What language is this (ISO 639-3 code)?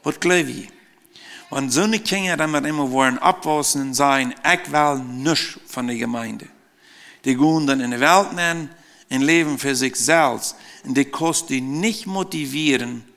pdt